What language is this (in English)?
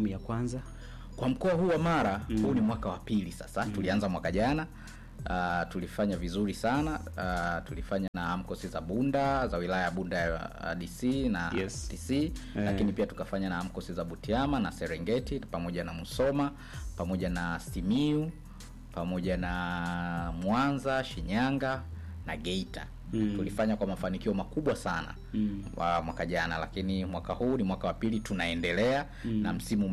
Swahili